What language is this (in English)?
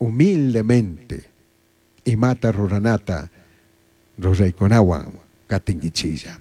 Chimborazo Highland Quichua